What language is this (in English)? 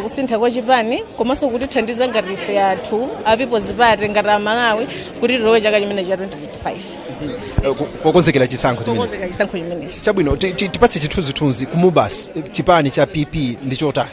Nyanja